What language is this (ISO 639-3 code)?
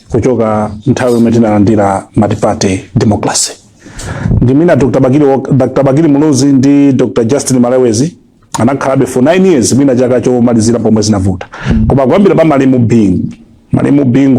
nya